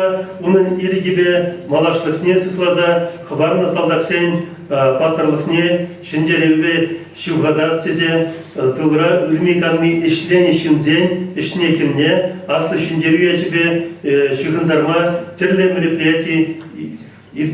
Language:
Chuvash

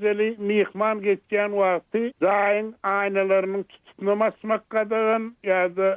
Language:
Turkmen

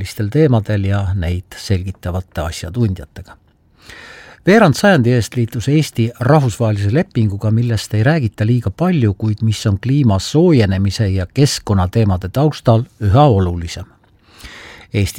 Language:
Estonian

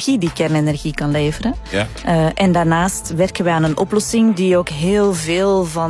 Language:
Dutch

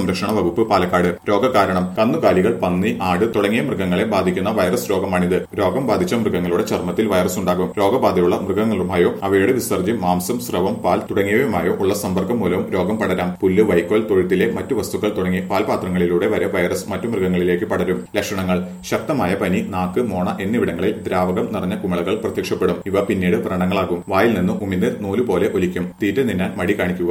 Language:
Malayalam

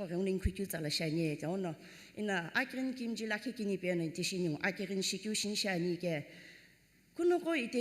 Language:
Sumi Naga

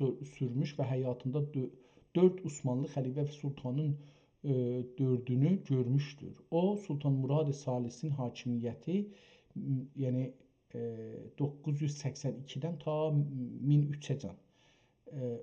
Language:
South Azerbaijani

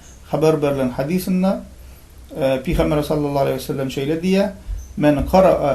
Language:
Turkmen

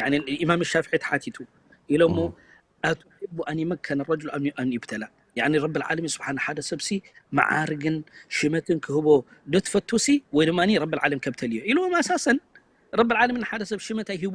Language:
Tigrinya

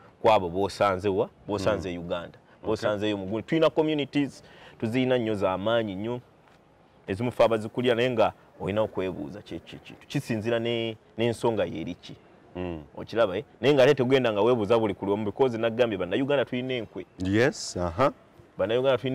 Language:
Ganda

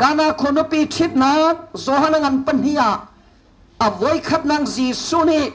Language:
Hakha Chin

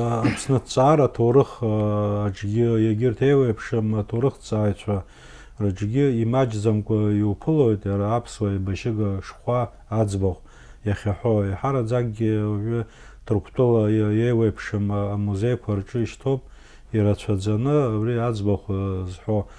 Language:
Abkhazian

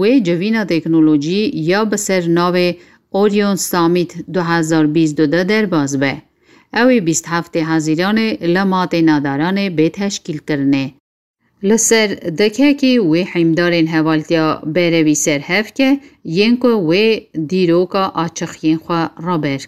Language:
Kurdish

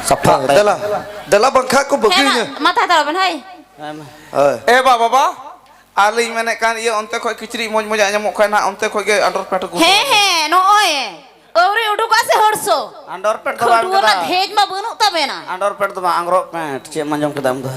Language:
Santali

